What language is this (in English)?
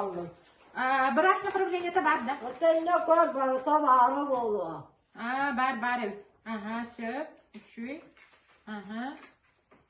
Yakut